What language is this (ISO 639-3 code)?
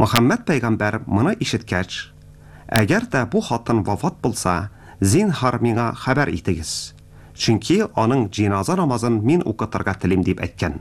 tat